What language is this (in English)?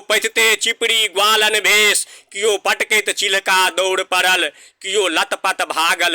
Maithili